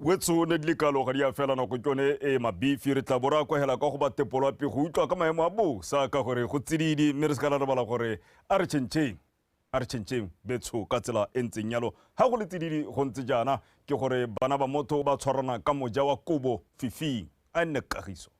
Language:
Tswana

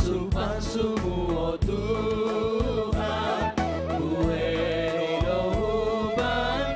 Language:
Batak Simalungun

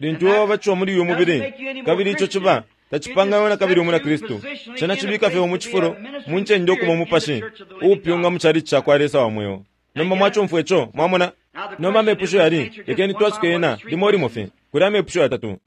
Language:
Bemba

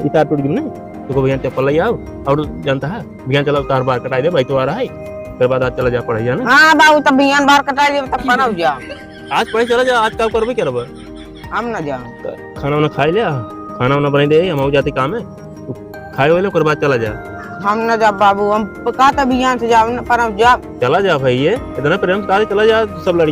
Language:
Awadhi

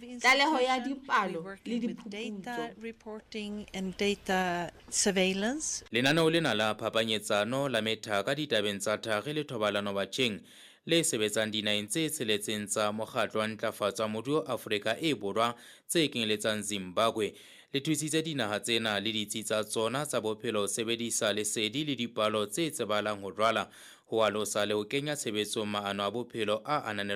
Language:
Southern Sotho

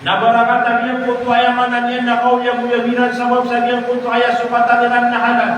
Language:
Maranao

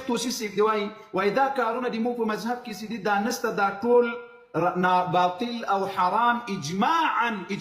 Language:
Pashto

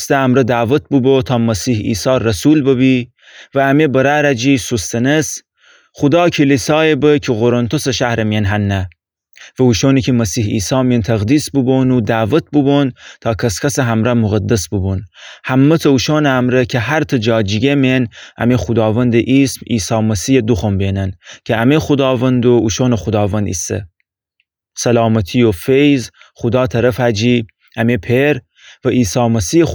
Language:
Gilaki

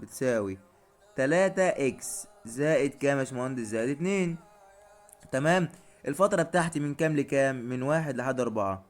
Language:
Egyptian Arabic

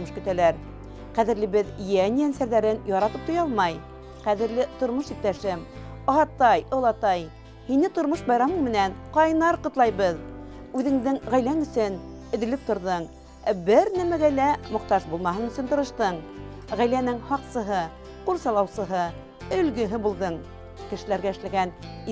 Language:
Bashkir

